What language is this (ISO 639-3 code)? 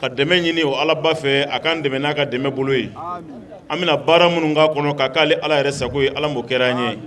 bam